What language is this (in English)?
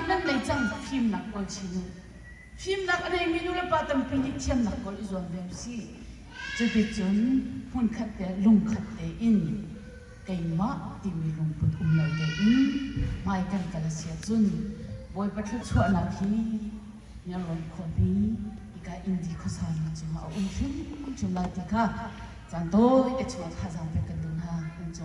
Hakha Chin